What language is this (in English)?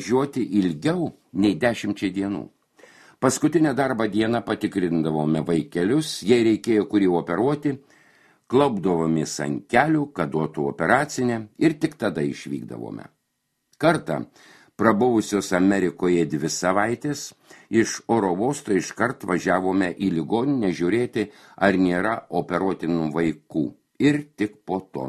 Lithuanian